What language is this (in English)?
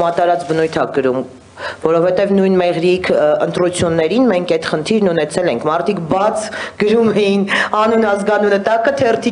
Armenian